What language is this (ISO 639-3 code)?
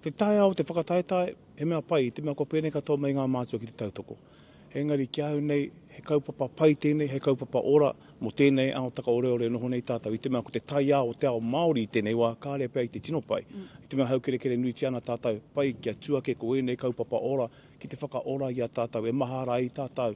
mri